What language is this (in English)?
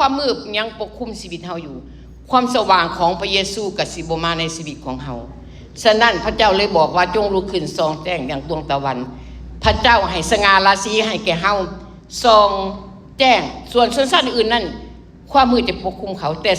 Lao